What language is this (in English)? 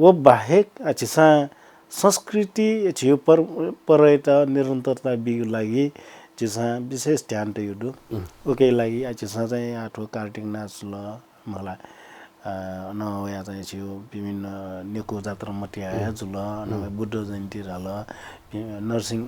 Newari